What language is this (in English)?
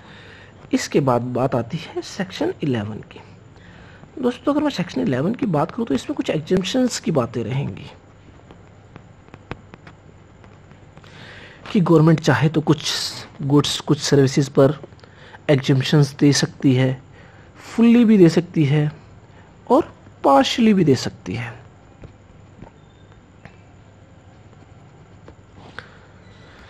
Hindi